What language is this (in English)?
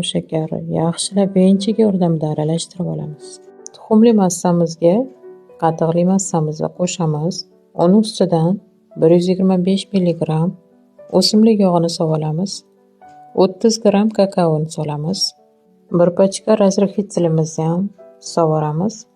Uzbek